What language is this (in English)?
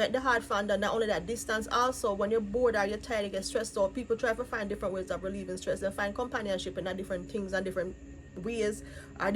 Jamaican Creole English